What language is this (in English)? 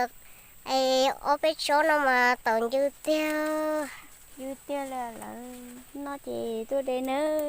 Hmong